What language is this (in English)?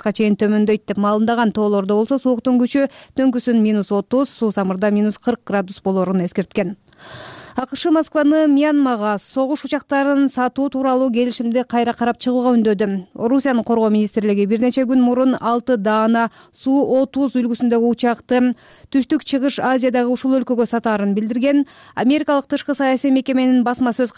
Kyrgyz